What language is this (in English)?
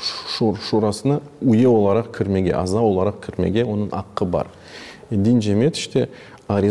Crimean Tatar